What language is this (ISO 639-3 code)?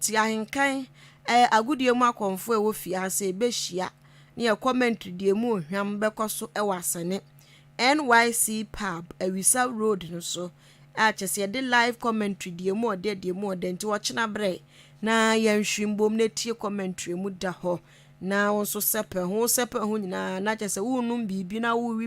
aka